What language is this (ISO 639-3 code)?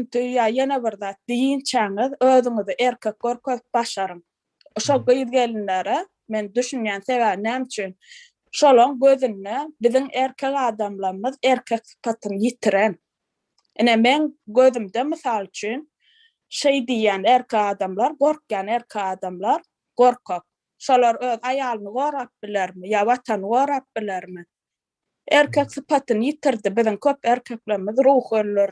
tuk